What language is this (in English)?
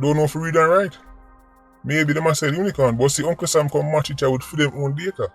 Jamaican Creole English